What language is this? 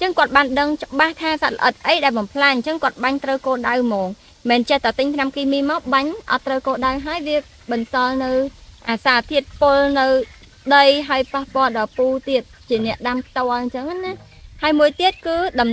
Khmer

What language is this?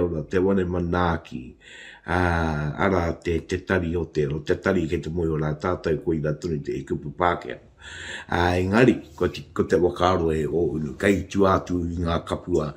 Māori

